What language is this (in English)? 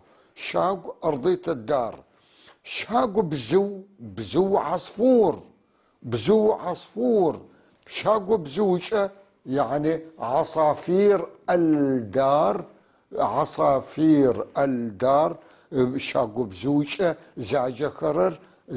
North Levantine Arabic